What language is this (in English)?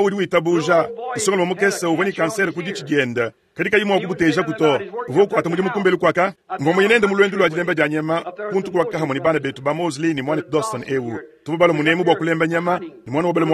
Luba-Lulua